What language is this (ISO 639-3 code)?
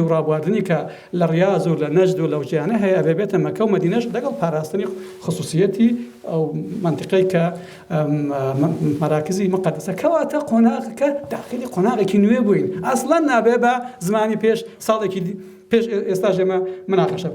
ckb